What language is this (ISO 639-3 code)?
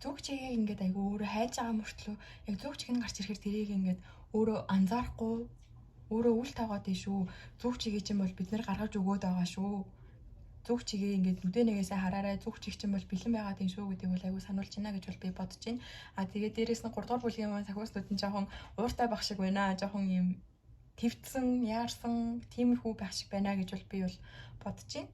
mon